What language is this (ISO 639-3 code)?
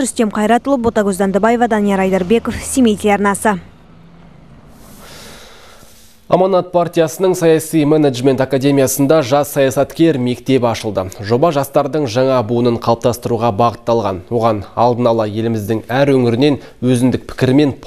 kaz